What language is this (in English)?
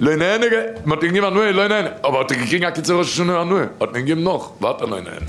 Yiddish